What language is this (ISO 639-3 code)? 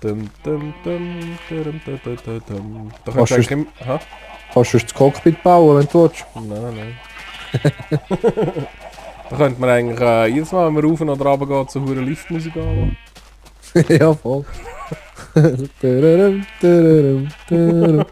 gsw